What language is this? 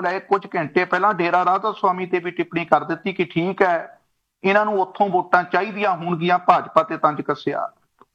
Punjabi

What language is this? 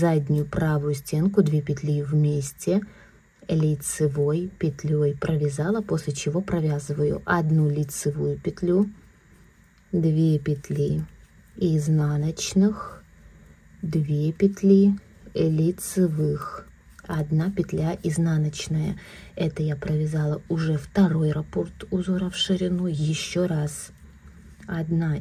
Russian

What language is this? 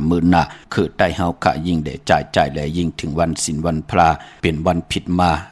Shan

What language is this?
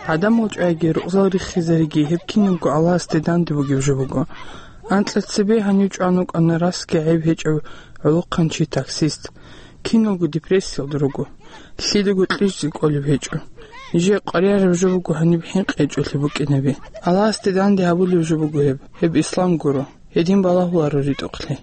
Avaric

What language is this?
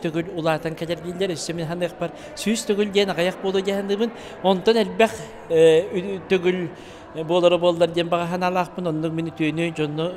Yakut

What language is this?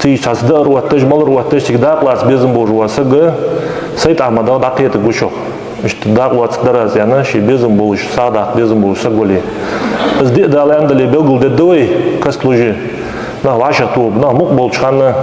Ingush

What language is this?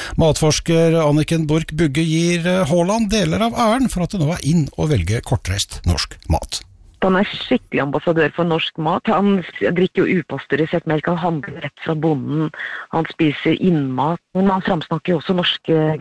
Norwegian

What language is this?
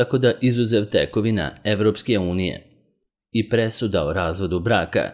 Serbian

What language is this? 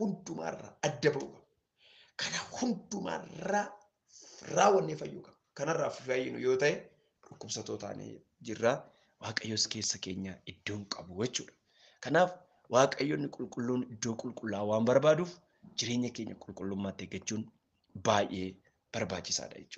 Oromo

